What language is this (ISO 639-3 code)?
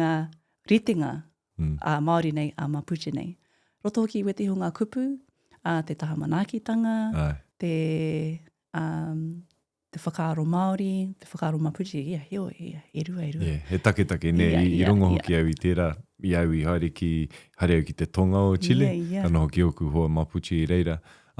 mri